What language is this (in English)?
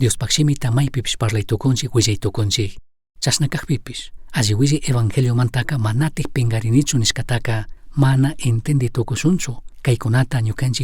Chimborazo Highland Quichua